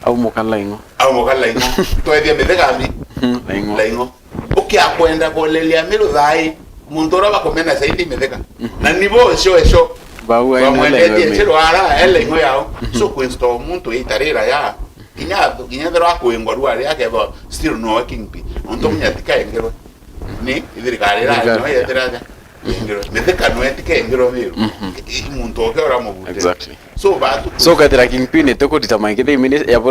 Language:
Meru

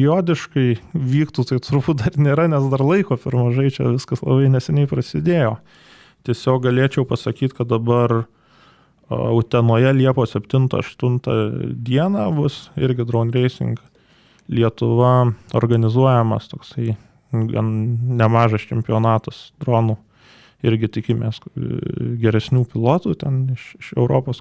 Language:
Lithuanian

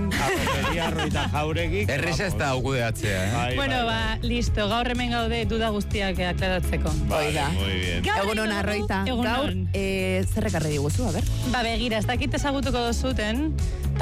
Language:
Basque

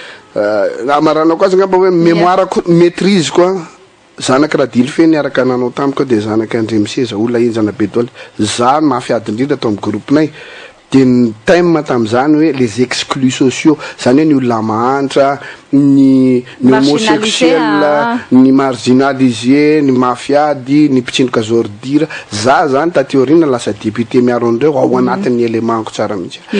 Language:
Malagasy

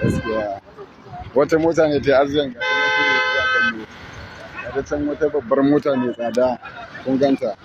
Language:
Hausa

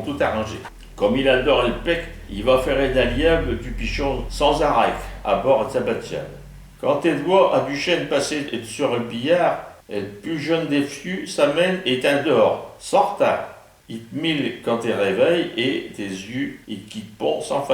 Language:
Picard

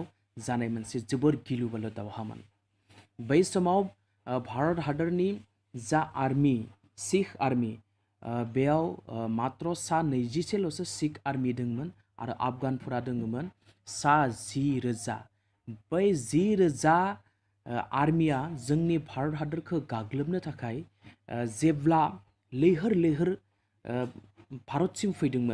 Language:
Bodo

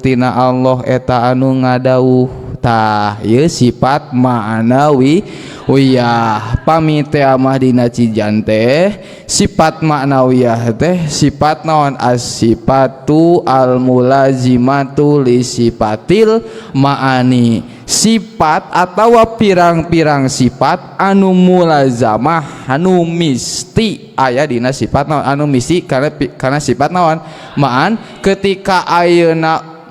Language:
Sundanese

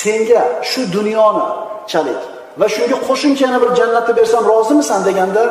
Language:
Uzbek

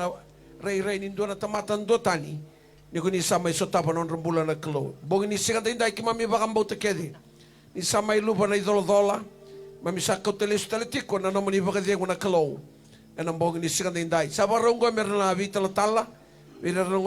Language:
Fijian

